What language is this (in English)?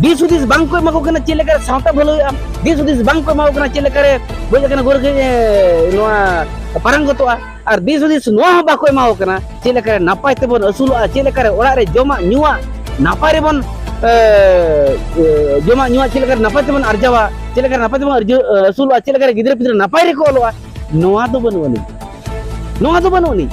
Santali